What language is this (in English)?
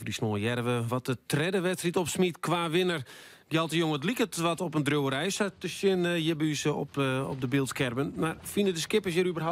Western Frisian